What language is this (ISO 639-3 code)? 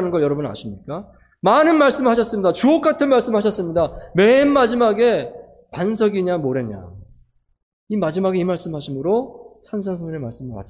kor